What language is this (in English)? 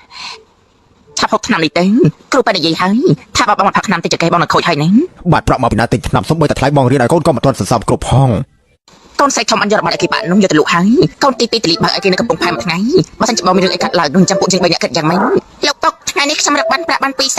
Khmer